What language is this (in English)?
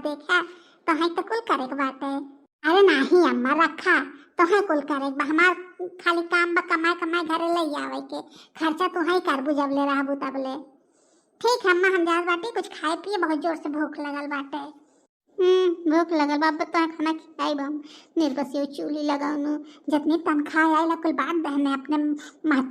Bhojpuri